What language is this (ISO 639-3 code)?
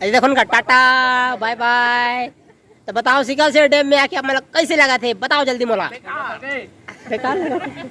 hne